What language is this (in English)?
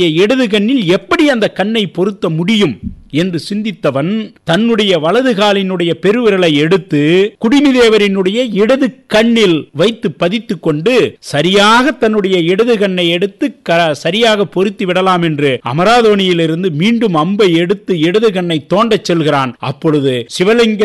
Tamil